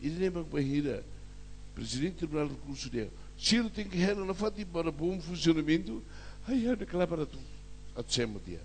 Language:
Tetum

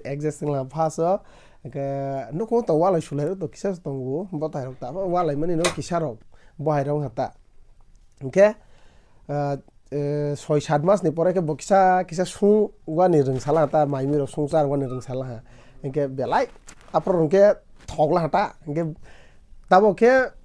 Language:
Kok Borok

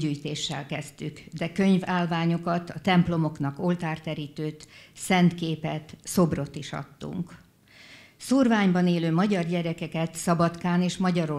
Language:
Hungarian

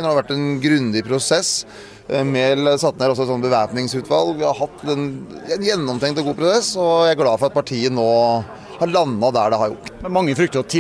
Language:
Norwegian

